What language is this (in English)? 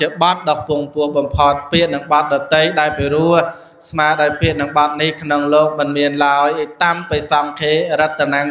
Khmer